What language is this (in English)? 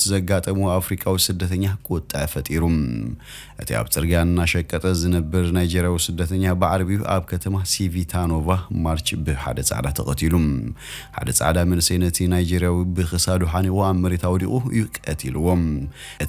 Tigrinya